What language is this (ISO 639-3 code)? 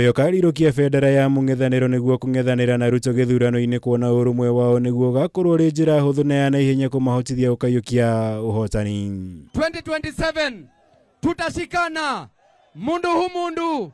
kik